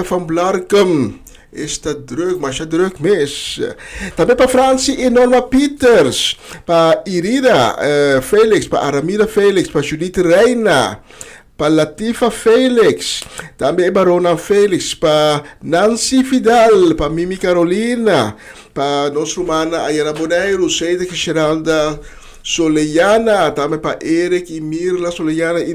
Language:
Papiamento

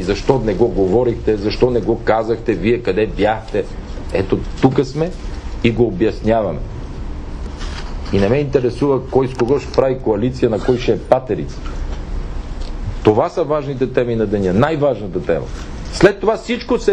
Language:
Bulgarian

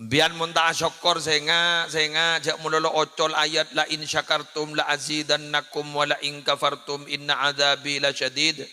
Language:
Madurese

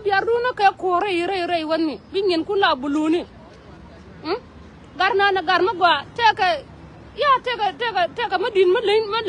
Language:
Nuer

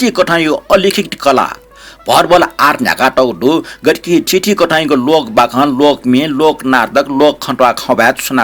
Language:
Newari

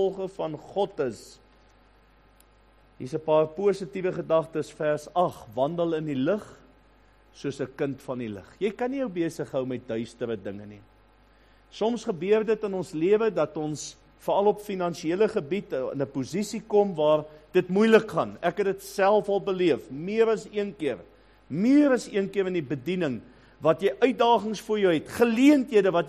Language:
Afrikaans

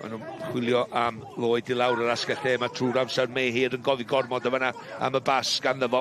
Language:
Welsh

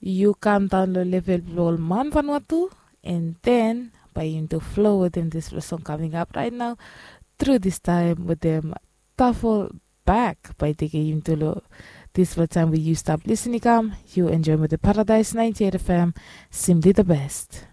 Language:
Bislama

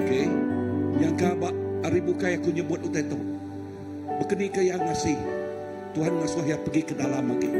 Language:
Iban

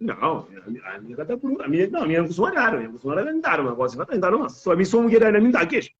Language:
Kabuverdianu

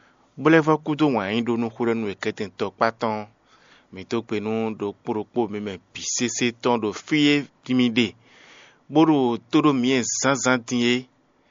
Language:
Fon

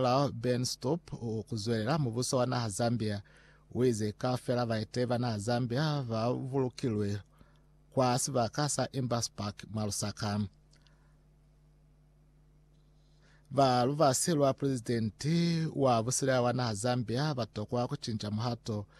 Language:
Lozi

